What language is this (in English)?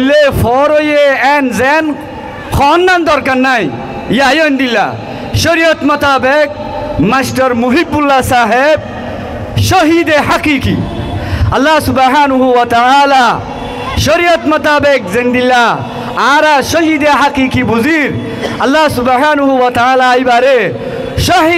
Rohingya